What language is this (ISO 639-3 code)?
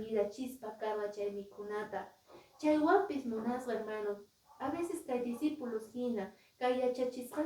que